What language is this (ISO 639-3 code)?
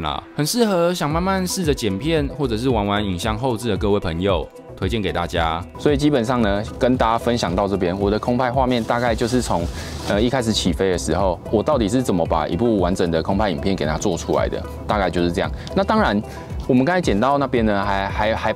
zho